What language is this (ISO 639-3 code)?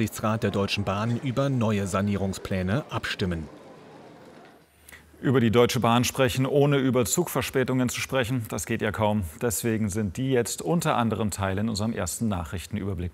deu